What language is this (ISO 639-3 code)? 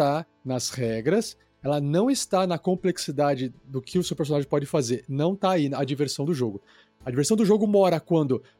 por